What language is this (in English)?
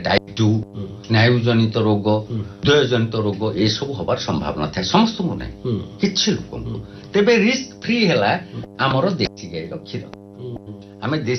Odia